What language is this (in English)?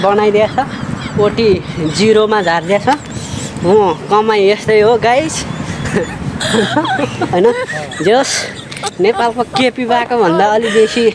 Nepali